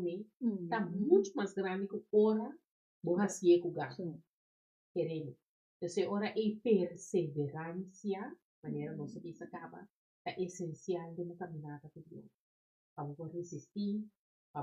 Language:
Papiamento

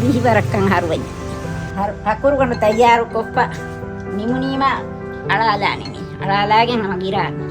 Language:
Divehi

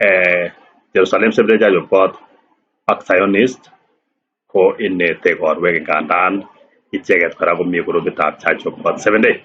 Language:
Kalenjin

